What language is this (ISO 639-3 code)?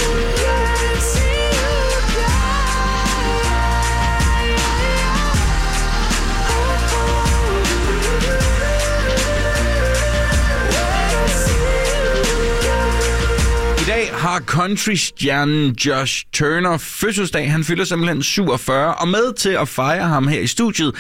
dan